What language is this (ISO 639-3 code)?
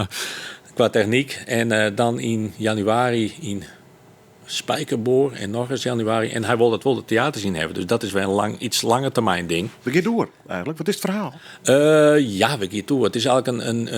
fry